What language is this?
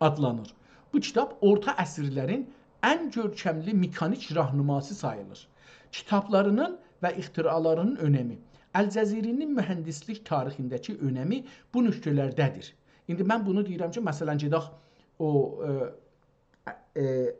South Azerbaijani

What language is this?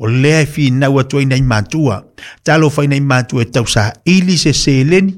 Samoan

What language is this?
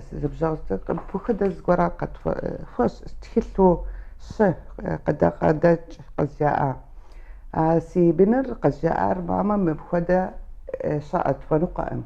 Kabardian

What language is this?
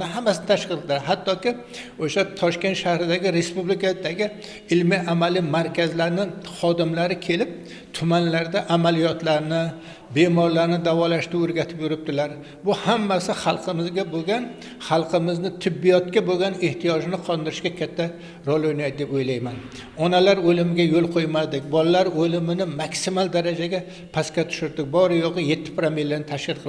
Uzbek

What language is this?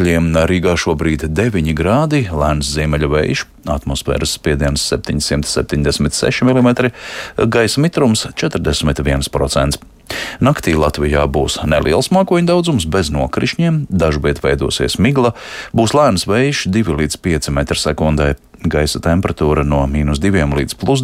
Latvian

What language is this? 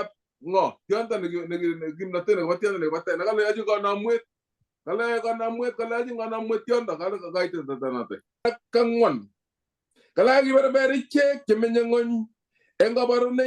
Kalenjin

